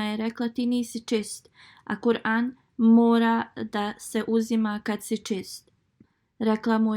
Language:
Bosnian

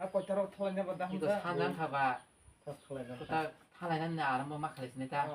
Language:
Kok Borok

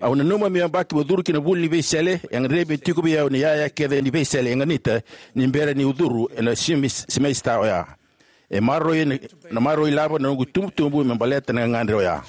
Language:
Fijian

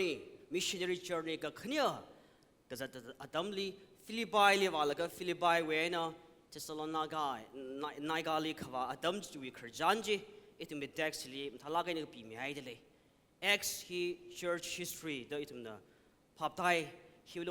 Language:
Tangkhul Naga (India)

